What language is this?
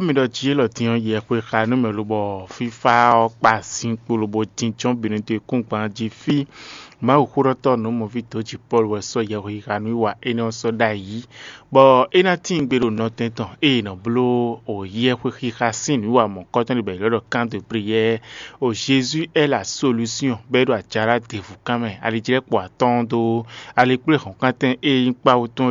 Fon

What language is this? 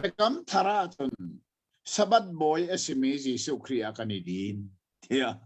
Hakha Chin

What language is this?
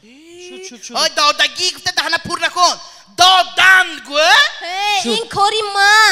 Tajik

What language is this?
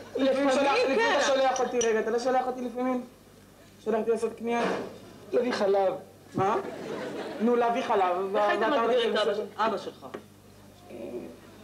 Hebrew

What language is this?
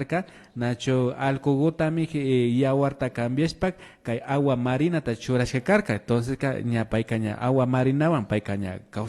Imbabura Highland Quichua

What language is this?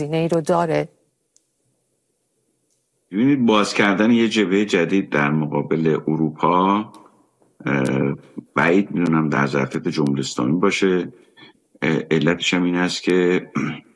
Persian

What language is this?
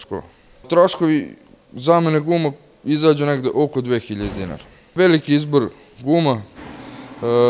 Serbian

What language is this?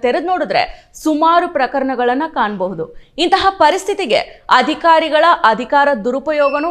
Kannada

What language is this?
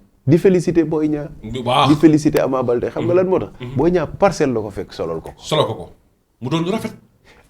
Wolof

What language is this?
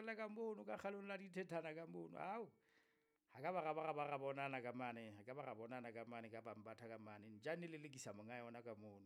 Southern Sotho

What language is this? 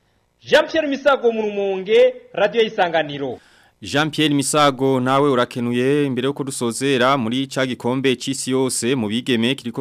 Rundi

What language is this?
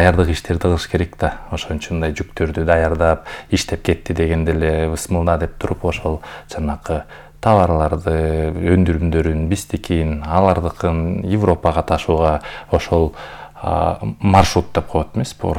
Kyrgyz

